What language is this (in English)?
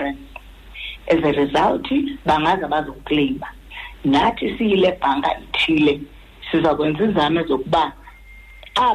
Xhosa